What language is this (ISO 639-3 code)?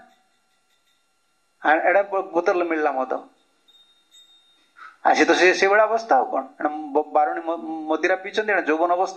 ori